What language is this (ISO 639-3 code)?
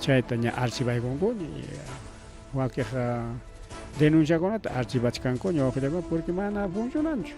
quy